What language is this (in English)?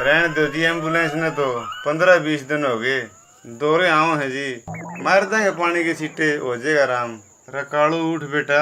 Haryanvi